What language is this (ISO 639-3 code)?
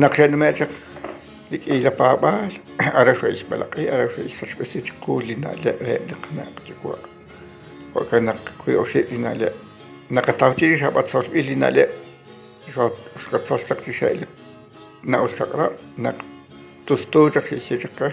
kek